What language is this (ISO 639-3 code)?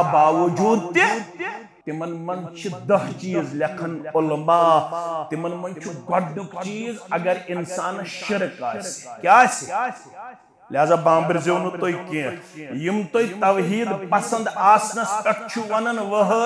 kas